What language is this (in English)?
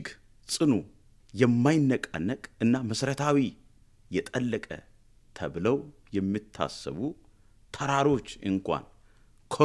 Amharic